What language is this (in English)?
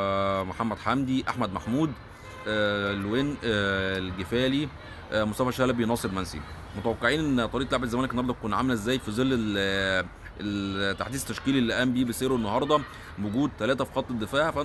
Egyptian Arabic